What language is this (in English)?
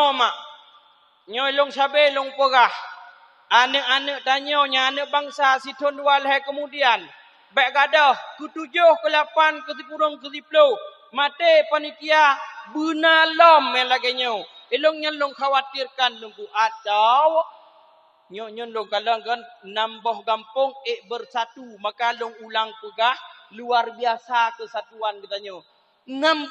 Achinese